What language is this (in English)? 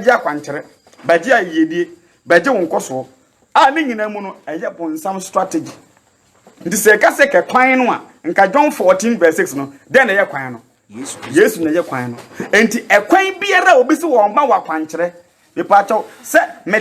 Akan